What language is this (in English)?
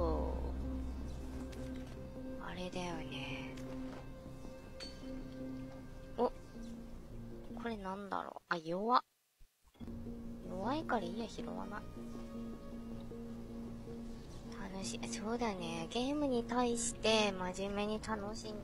Japanese